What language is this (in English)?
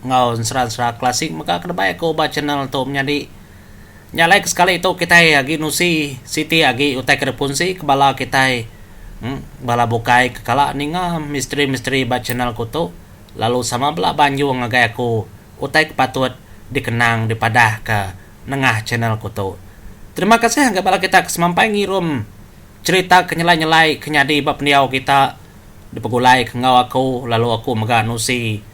Iban